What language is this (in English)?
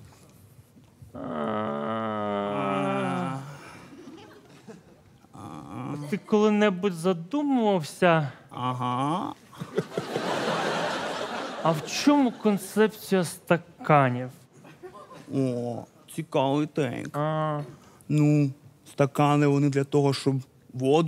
Ukrainian